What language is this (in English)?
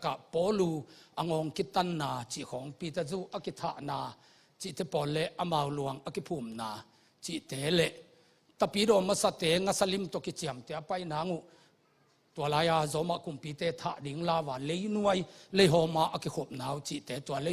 Tedim Chin